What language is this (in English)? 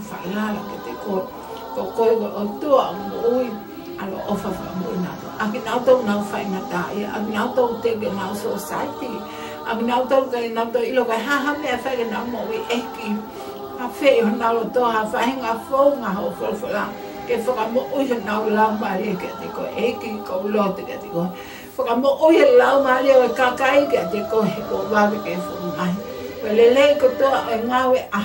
Tongan